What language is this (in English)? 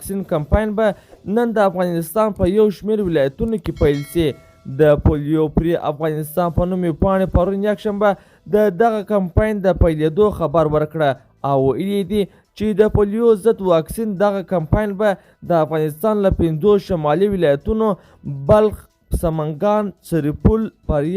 Pashto